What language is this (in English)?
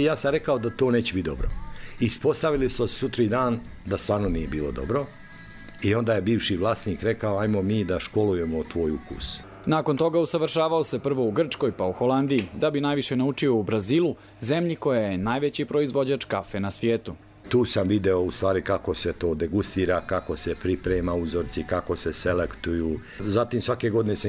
Croatian